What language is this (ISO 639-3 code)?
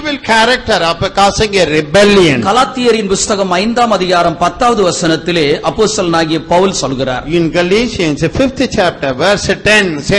tam